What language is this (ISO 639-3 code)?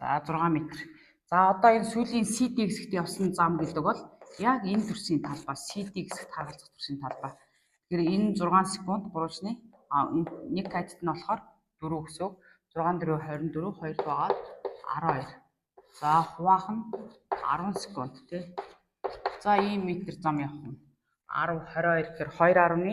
mon